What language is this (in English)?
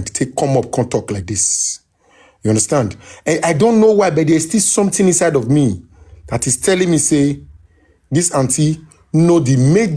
Nigerian Pidgin